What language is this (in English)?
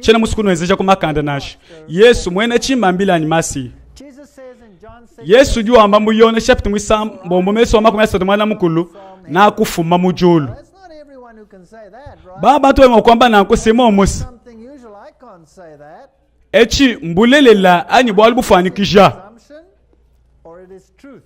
Luba-Lulua